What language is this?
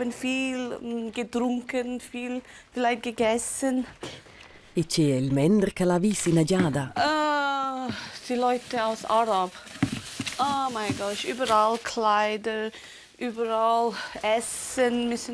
Romansh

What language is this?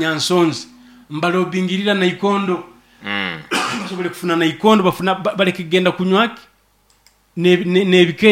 Nyoro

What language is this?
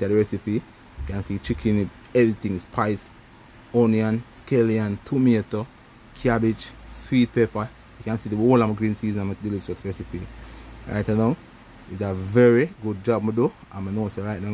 Jamaican Creole English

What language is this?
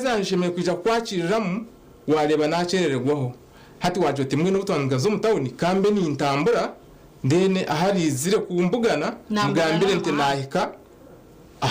Nyankole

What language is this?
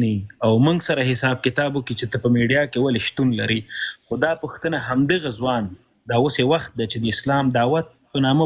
Pashto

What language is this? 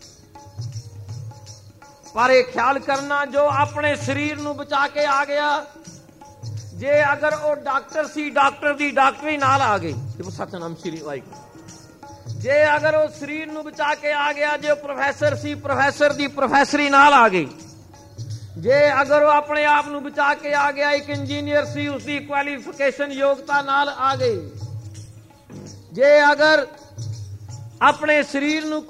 Punjabi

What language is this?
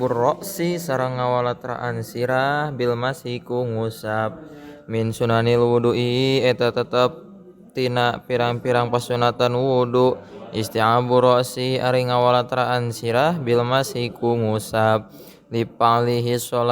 Sundanese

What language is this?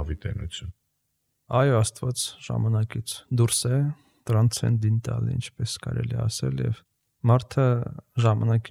Armenian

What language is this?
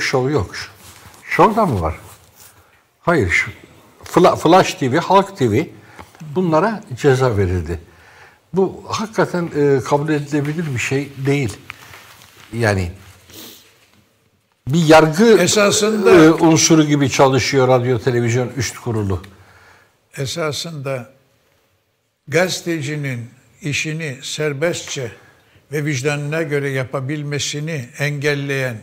Turkish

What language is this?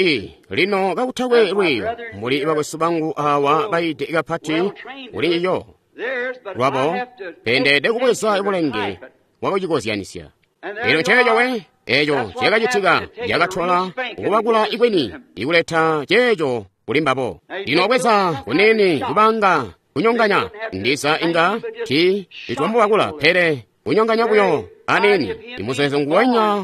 Tonga (Zambia)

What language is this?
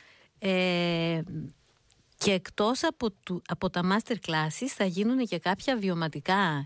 Greek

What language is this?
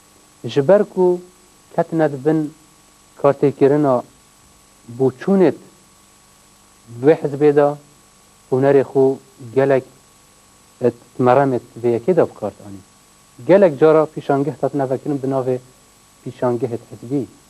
Kurdish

